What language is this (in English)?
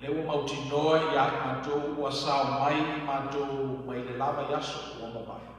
Samoan